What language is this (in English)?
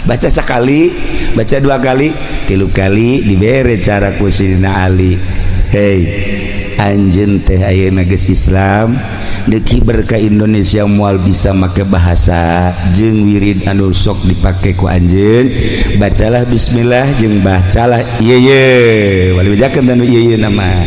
Sundanese